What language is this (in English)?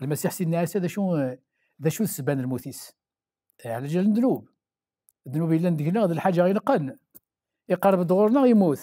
Kabyle